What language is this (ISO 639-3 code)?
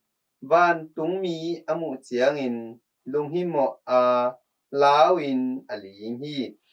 ctd